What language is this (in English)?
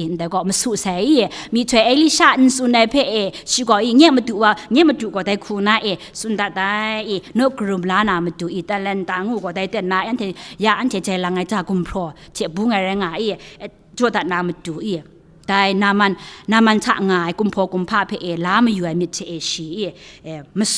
Kachin